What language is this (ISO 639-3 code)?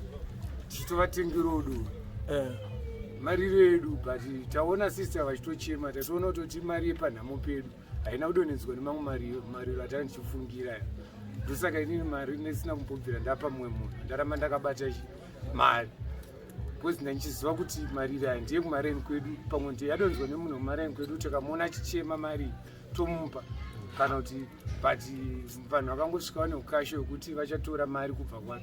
sna